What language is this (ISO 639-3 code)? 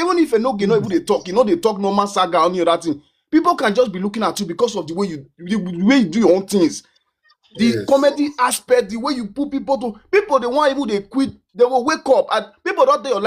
pcm